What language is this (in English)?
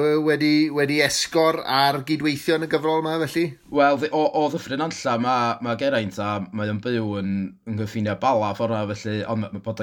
Welsh